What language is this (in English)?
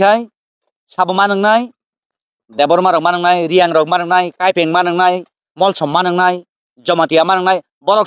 Kok Borok